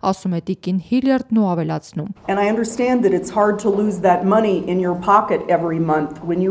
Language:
Armenian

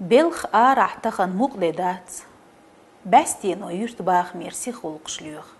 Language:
Chechen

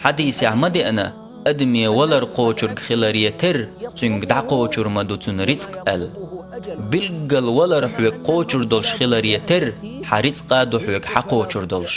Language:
Chechen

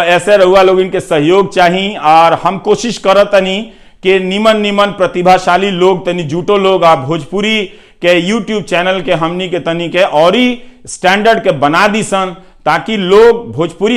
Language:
Bhojpuri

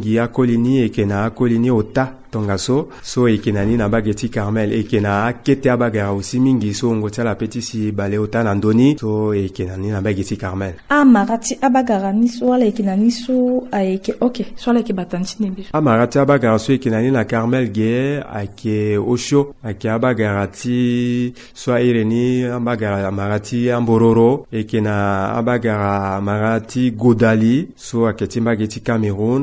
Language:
Sango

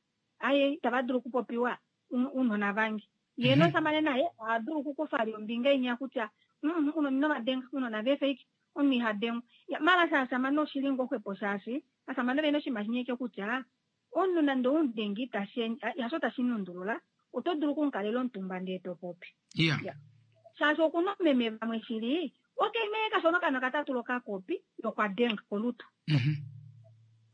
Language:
Kuanyama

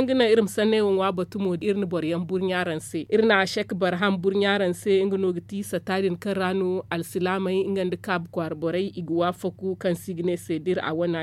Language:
Zarma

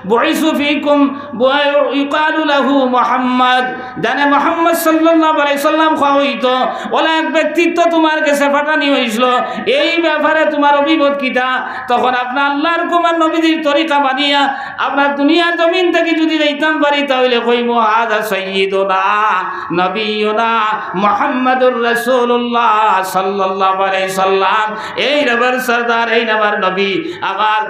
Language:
Sylheti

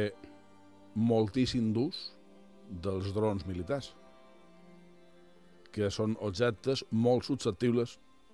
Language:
Catalan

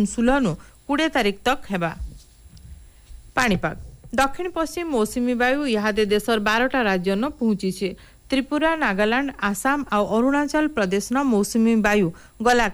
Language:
Odia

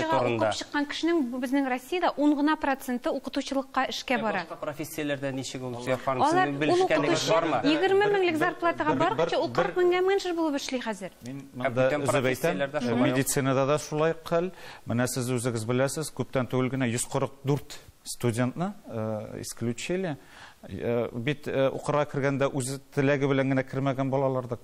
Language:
Tatar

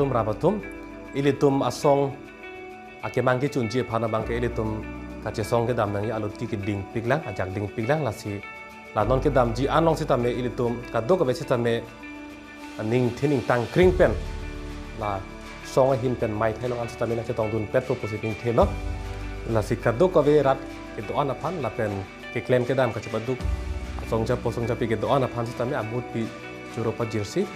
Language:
Karbi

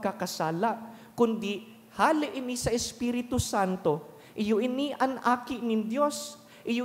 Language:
Bikol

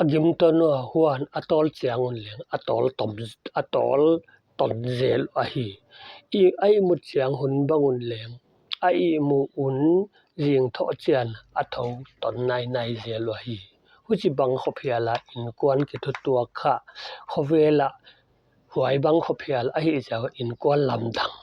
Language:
Paite Chin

